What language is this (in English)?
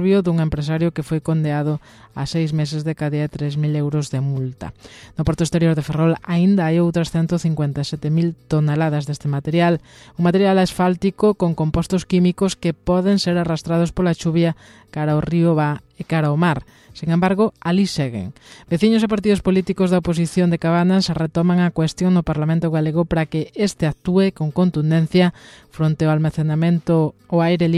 Galician